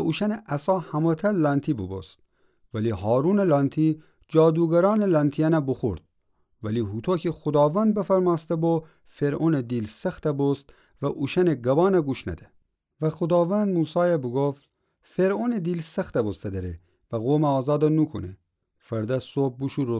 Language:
Gilaki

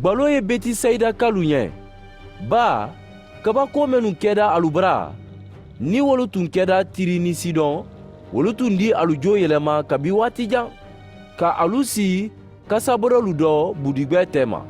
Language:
Mandingo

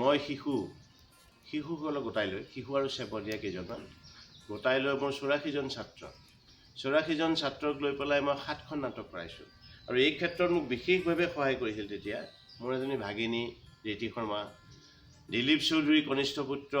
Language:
Assamese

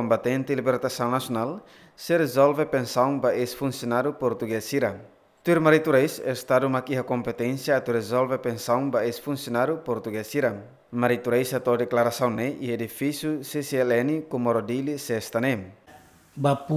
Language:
Tetum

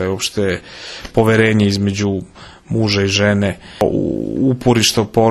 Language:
Serbian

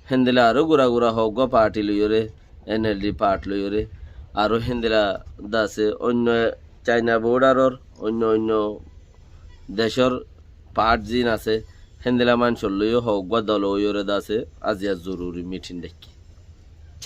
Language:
Rohingya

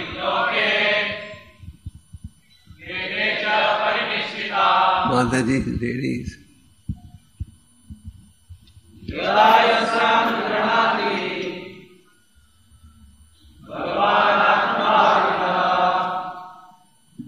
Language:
Hindi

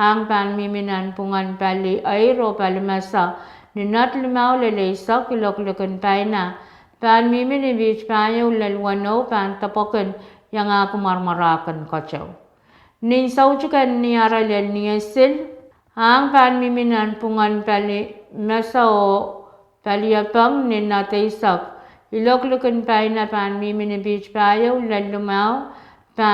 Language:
Pohnpeian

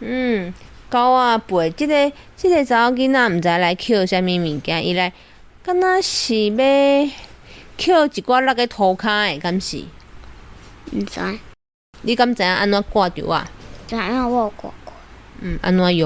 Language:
Min Nan Chinese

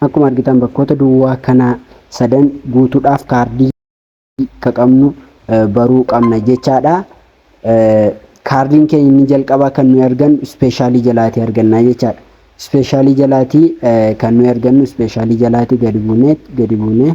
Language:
Oromo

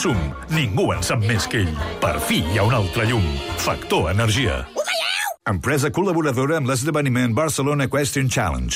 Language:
Catalan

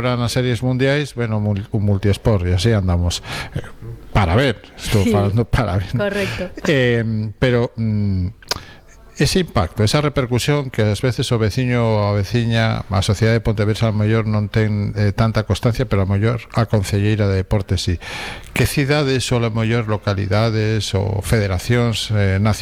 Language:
Galician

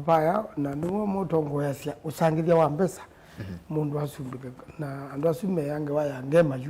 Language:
Kamba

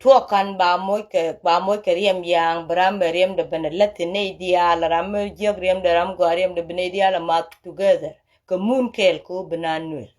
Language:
Nuer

